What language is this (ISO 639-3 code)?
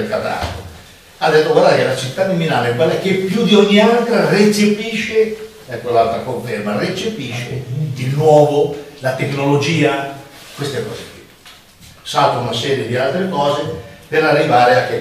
ita